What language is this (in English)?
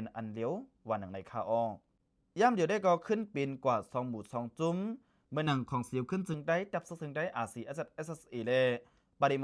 Shan